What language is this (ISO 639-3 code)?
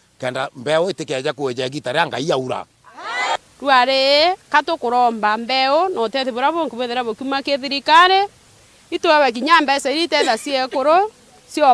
mer